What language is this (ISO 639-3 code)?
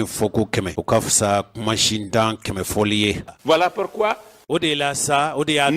bam